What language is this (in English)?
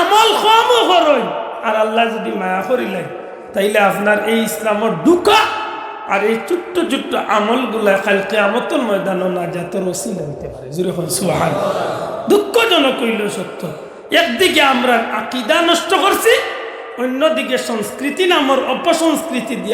Sylheti